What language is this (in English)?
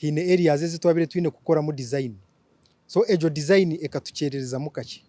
Nyankole